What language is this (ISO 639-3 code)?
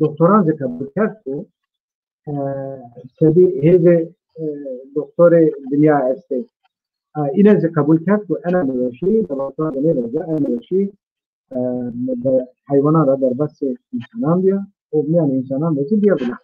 zza